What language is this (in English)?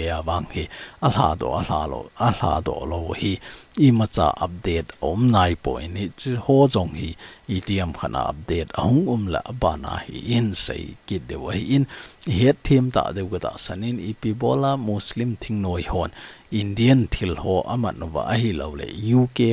Thado Chin